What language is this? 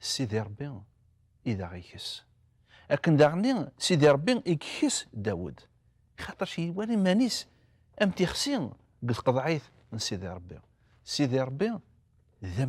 Kabyle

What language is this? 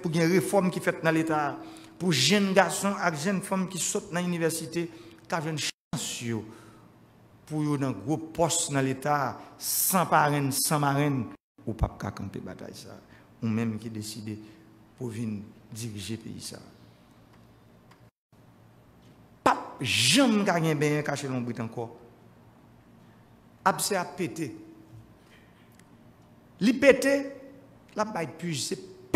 French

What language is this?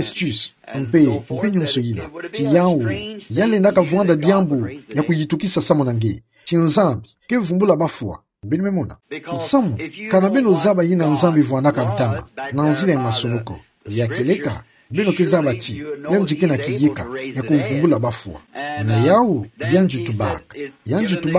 Kituba (Democratic Republic of Congo)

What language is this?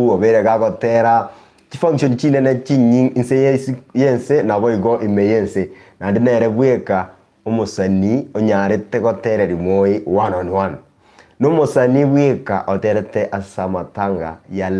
Gusii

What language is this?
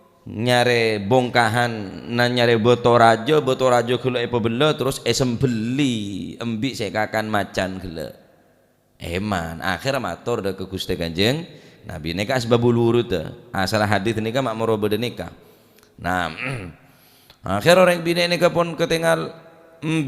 Madurese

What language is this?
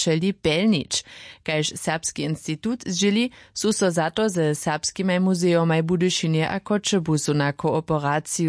Upper Sorbian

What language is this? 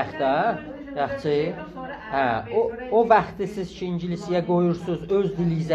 South Azerbaijani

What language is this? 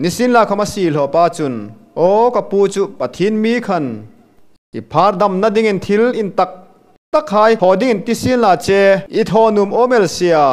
Hmar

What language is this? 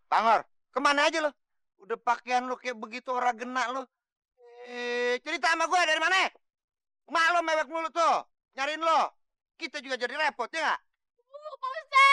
Betawi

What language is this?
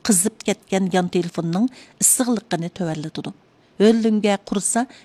Uyghur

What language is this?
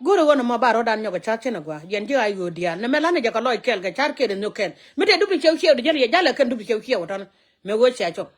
Nuer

